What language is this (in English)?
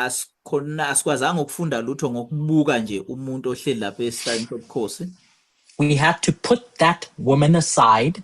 Zulu